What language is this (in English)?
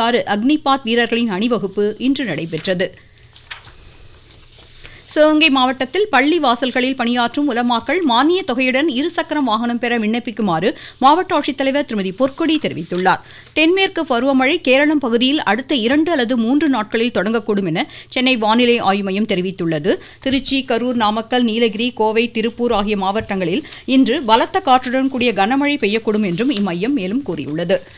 Tamil